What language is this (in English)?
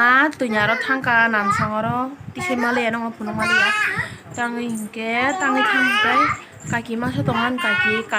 Kok Borok